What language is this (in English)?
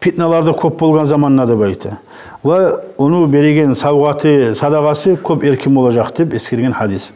Kumyk